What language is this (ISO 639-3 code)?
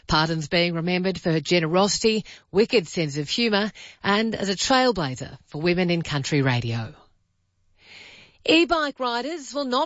eng